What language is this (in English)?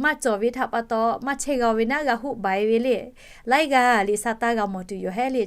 Lahu